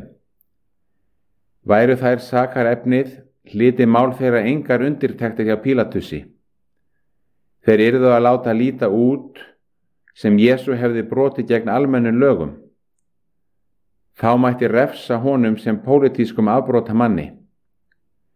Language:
Icelandic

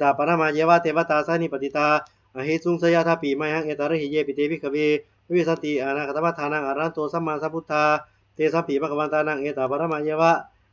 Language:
Pali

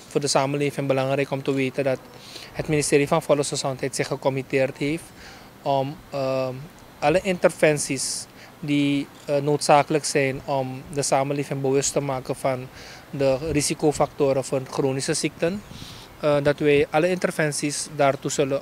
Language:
Dutch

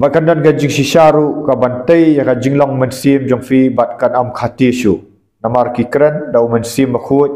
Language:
Khasi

